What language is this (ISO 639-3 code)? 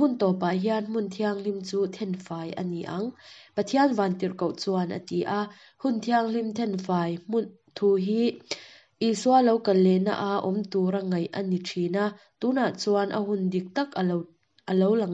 lus